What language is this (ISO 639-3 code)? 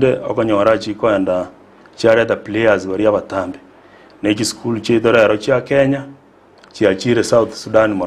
guz